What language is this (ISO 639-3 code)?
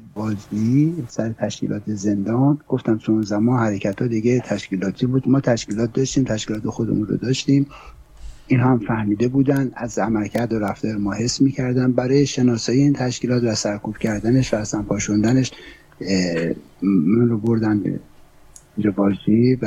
fas